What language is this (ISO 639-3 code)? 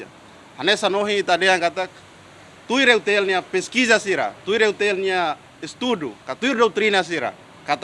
tet